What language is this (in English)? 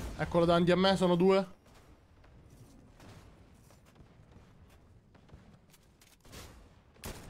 Italian